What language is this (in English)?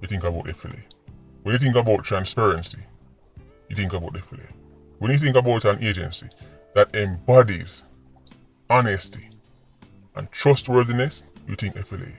Jamaican Creole English